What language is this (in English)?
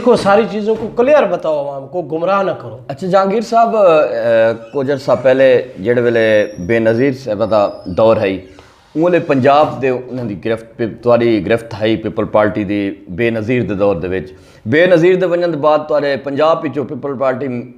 Saraiki